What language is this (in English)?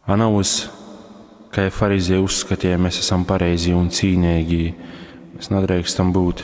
Latgalian